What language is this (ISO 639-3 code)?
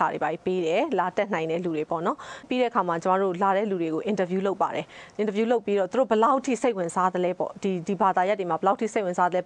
mya